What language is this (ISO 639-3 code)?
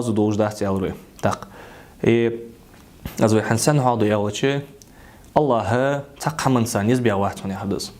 inh